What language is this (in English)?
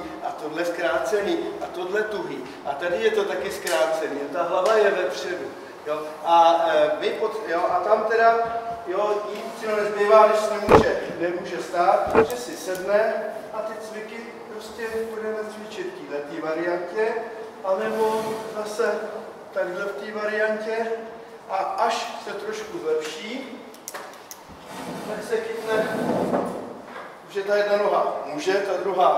Czech